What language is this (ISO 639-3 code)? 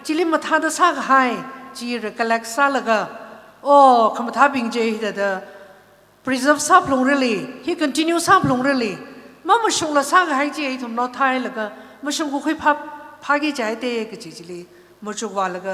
nmf